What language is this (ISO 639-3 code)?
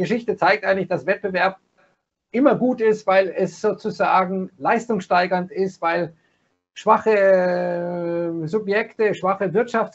deu